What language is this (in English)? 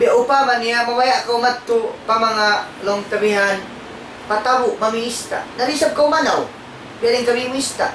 Tausug